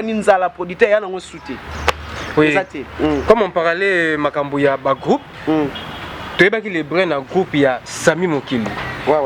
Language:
Lingala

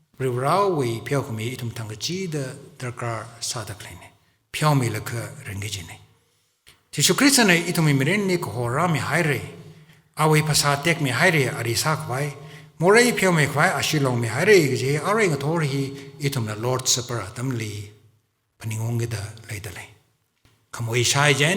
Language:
Tangkhul Naga (India)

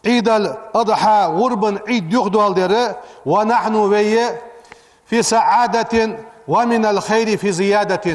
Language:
Ingush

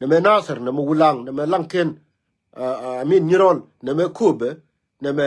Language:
Nuer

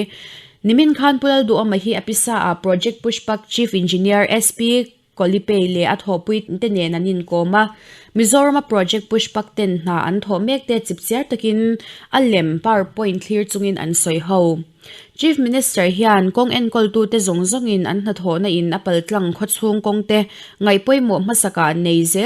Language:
Mizo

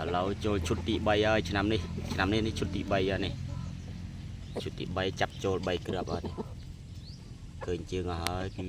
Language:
Khmer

